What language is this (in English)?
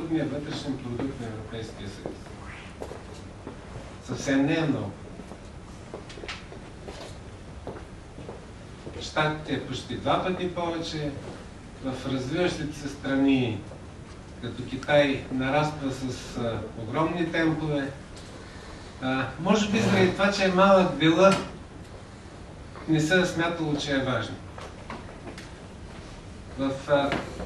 Bulgarian